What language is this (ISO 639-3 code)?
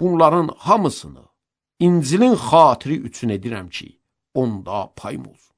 aze